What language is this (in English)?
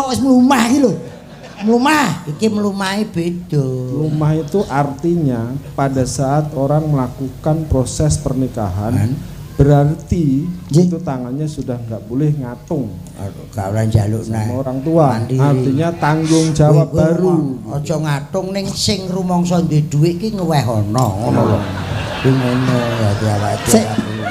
Javanese